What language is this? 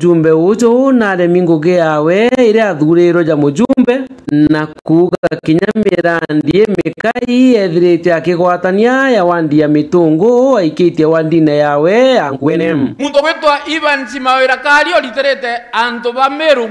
Meru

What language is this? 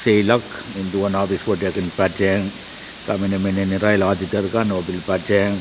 Pohnpeian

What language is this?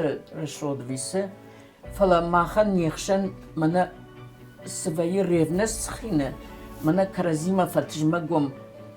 Ossetic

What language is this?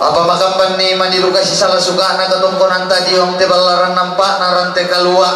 Toraja-Sa'dan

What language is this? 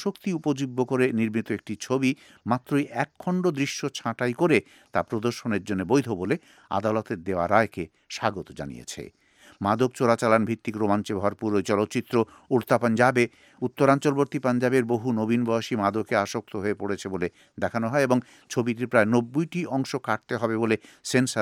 Bangla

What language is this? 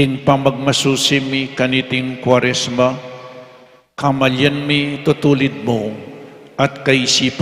Pampanga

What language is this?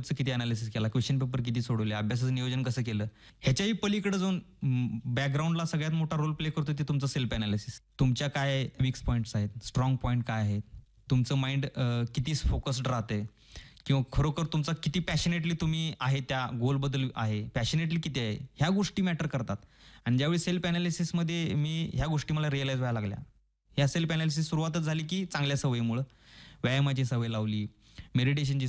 Marathi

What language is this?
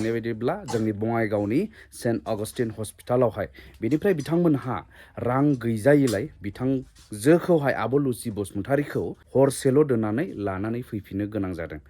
Bodo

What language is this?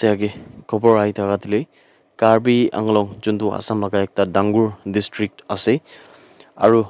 Naga Pidgin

